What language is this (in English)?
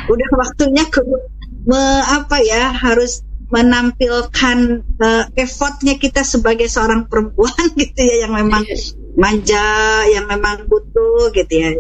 Indonesian